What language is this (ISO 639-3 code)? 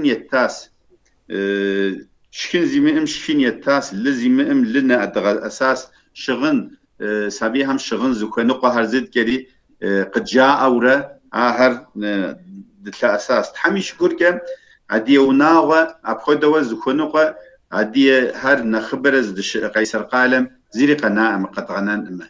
kbd